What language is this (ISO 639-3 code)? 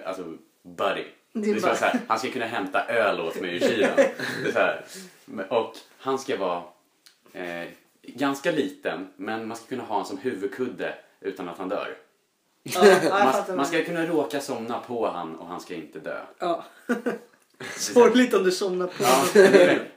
swe